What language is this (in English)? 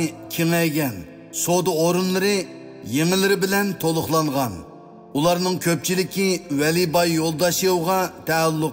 Uyghur